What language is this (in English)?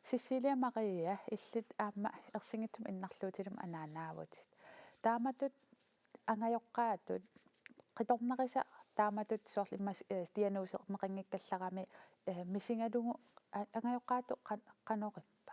Kalaallisut